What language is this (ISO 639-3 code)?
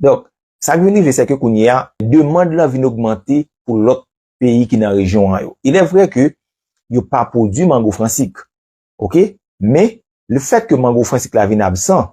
hat